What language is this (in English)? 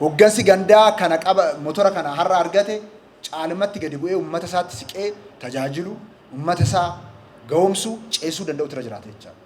Oromo